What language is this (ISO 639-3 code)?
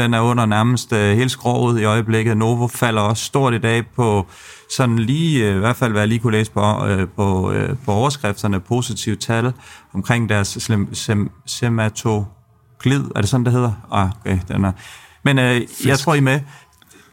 dan